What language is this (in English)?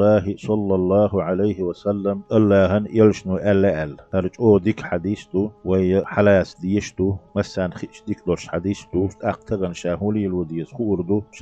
Chechen